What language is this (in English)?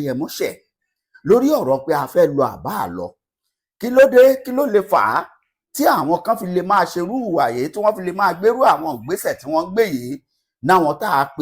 Yoruba